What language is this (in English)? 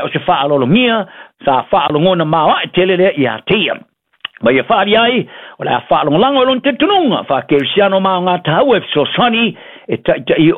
Samoan